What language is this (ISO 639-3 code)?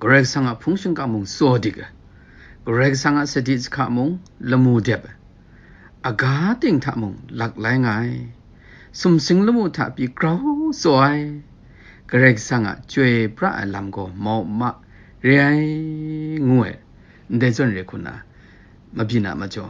kac